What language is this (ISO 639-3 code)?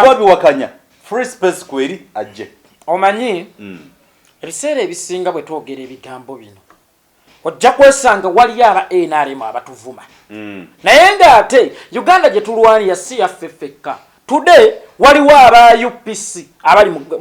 lug